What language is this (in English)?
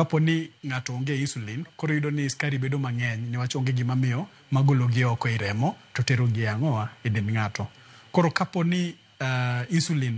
Luo (Kenya and Tanzania)